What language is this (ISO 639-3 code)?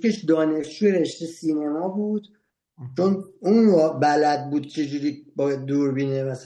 fas